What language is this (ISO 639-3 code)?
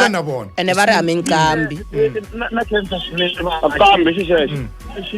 tso